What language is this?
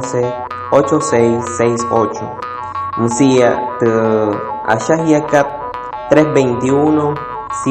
Wayuu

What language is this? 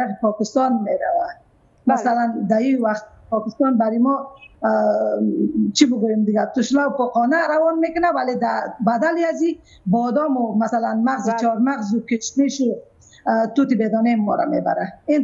Persian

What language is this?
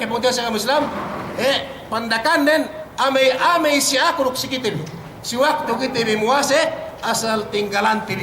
Yakan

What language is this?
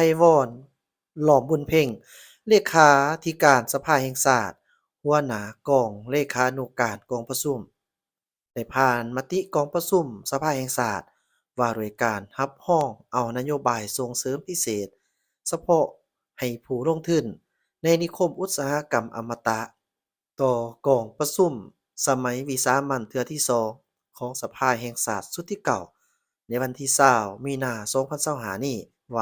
Lao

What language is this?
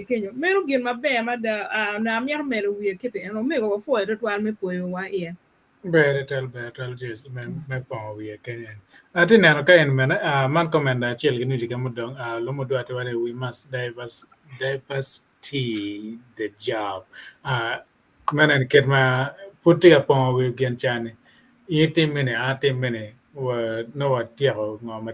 Acoli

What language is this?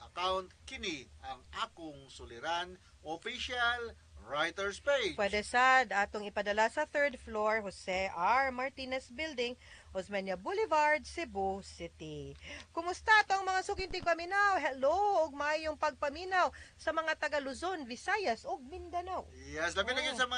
Cebuano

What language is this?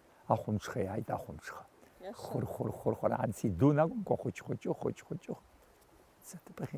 Abkhazian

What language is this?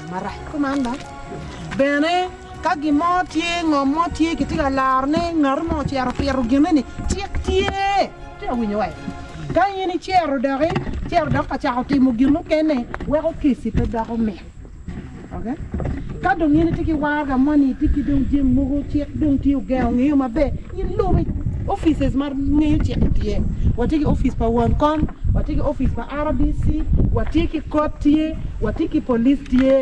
Acoli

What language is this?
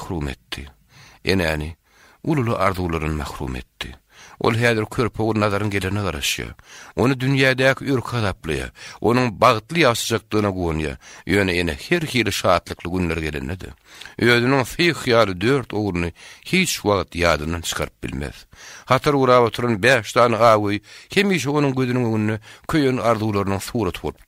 Turkmen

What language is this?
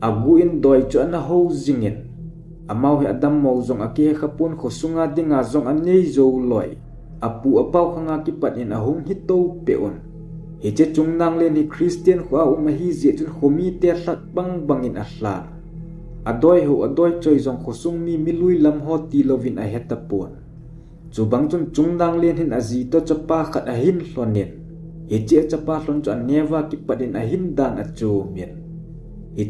Thado Chin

